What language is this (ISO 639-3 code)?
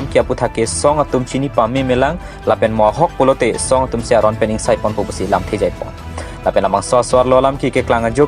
mjw